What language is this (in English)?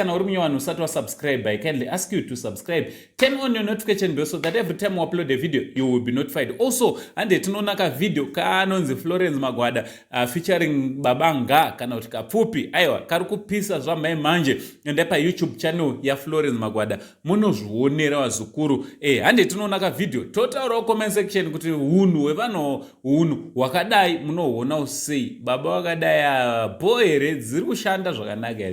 Shona